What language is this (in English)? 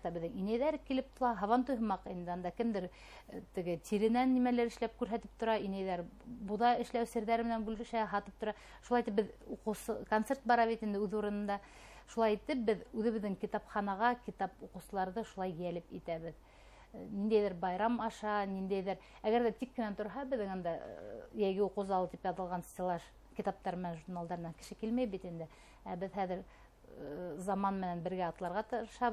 Bashkir